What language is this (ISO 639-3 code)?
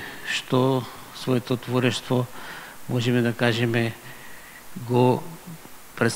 mkd